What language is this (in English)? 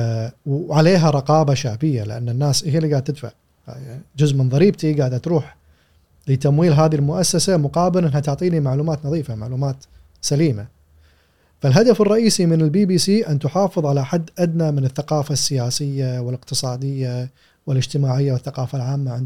Gulf Arabic